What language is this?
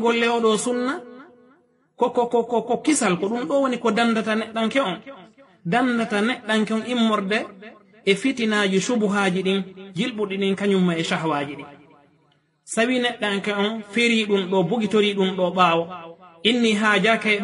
Fula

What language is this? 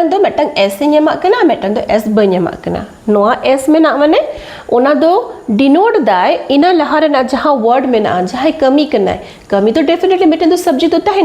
Santali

